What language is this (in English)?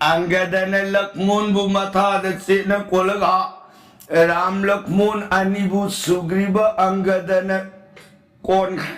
Manipuri